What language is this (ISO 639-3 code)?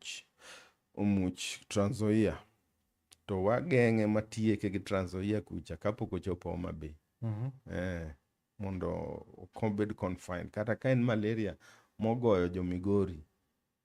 luo